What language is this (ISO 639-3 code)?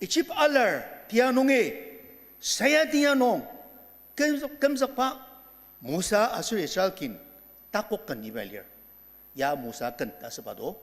njo